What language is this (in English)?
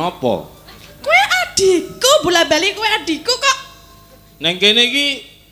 Javanese